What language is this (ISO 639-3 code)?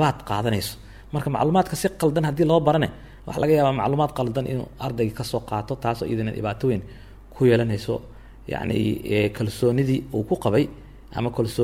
som